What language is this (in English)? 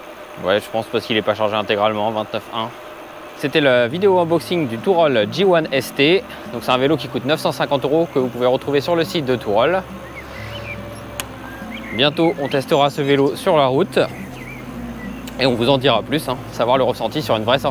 French